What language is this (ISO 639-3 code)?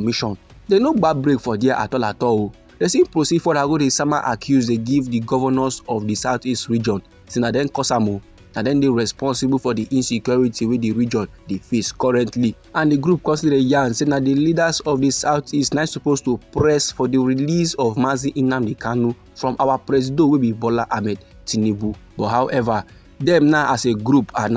pcm